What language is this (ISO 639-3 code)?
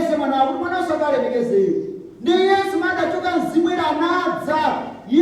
nya